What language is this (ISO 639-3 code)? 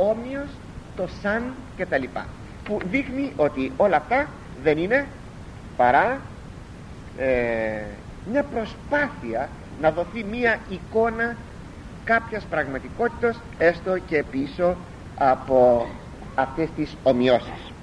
ell